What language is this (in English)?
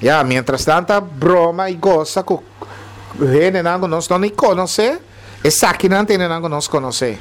Papiamento